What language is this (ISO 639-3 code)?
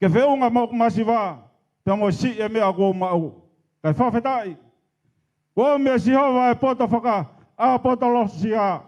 ton